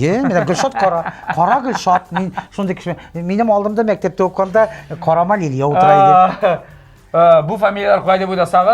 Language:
Tatar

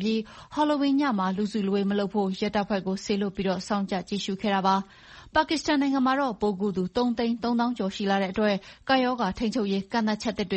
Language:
Burmese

